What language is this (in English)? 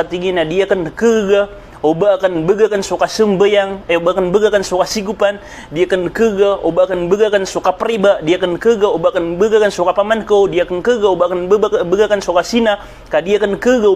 Maranao